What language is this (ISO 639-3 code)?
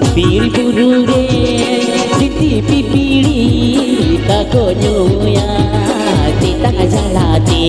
sat